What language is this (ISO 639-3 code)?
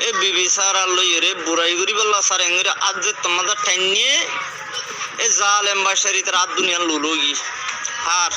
rhg